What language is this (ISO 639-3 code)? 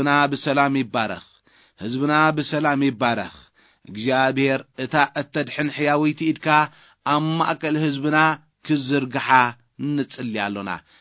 tir